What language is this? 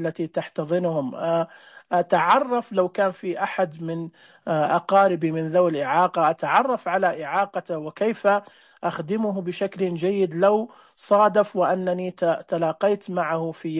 Najdi Arabic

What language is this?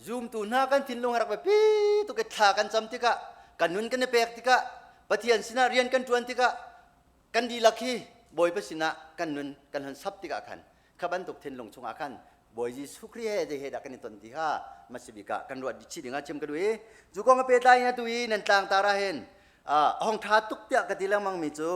Hakha Chin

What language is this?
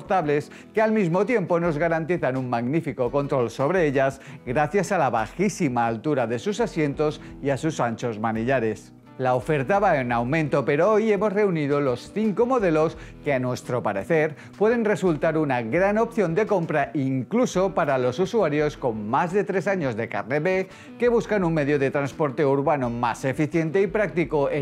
Spanish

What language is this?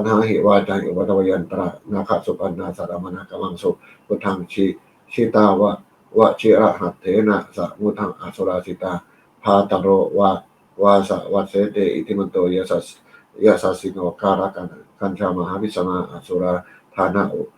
Pali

